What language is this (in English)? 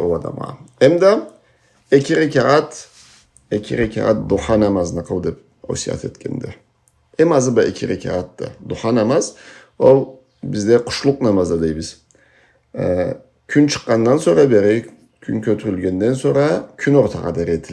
Karachay-Balkar